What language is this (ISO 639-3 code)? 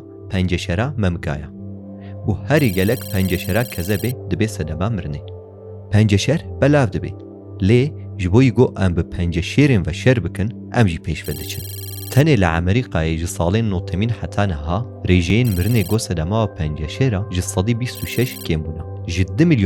kur